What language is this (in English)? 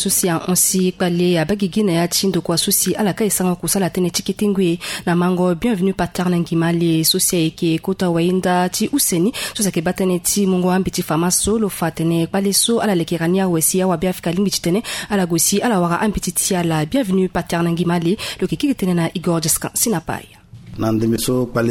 Sango